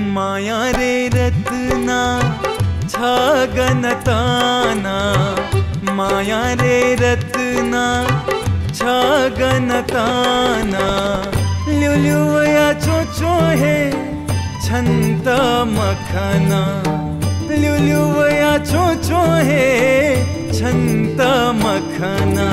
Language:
Newari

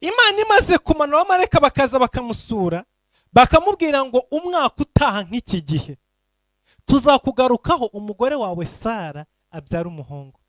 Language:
Kinyarwanda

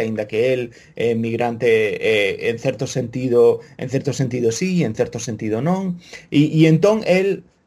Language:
Galician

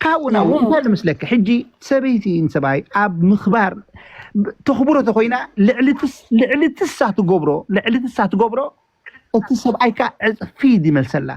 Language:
Tigrinya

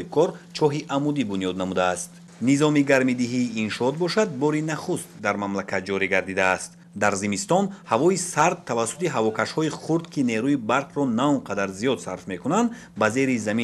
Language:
Tajik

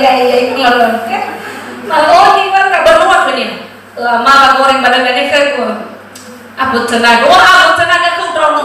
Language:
Nias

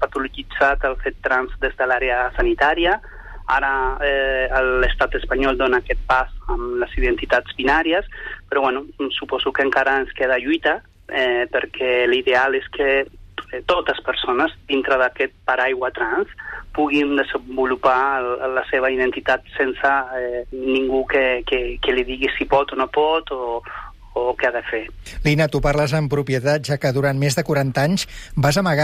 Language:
Catalan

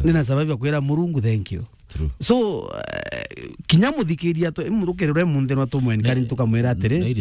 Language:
Meru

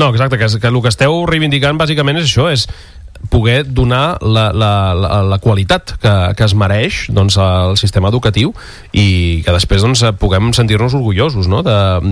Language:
Catalan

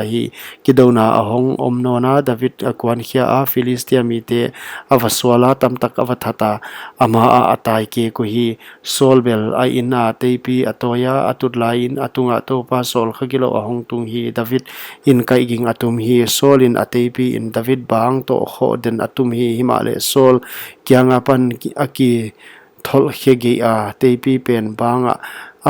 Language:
Paite Chin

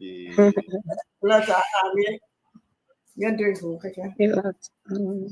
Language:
Ewe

